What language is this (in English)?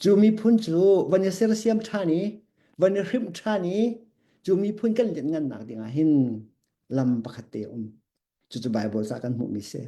Hakha Chin